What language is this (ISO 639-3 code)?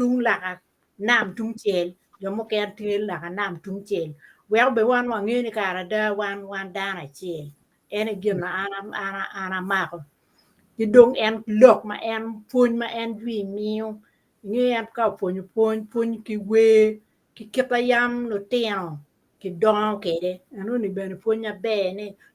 ach